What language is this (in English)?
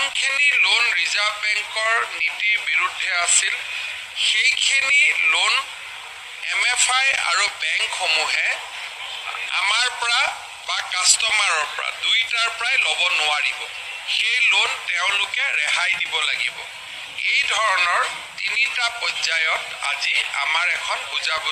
Assamese